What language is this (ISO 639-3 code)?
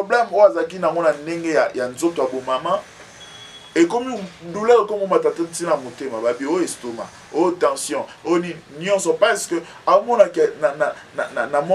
lin